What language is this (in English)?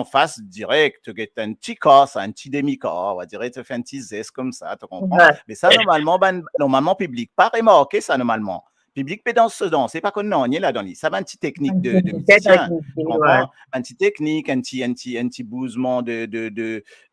Morisyen